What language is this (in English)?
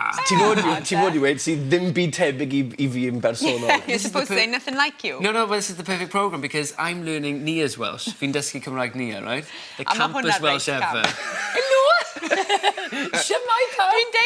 Welsh